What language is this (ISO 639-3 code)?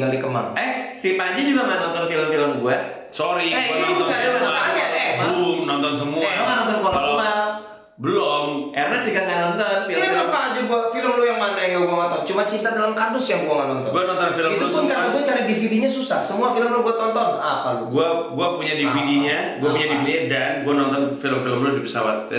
ind